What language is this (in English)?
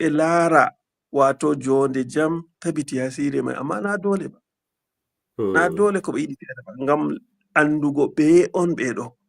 Fula